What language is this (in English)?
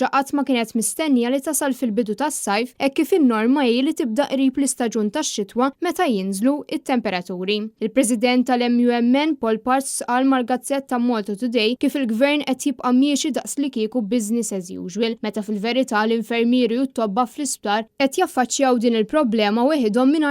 Maltese